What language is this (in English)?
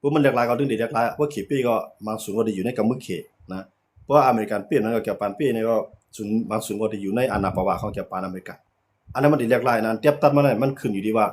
Shan